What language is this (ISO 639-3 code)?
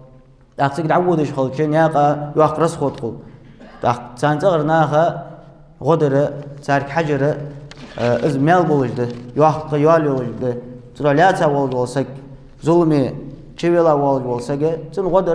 inh